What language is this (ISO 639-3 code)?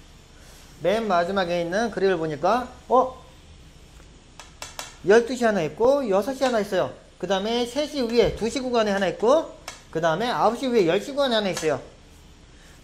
kor